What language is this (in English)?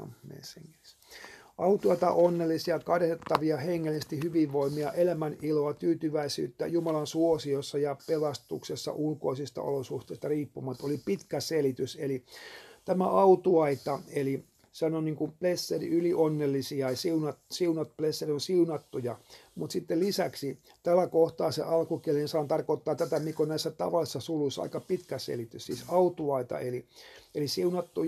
Finnish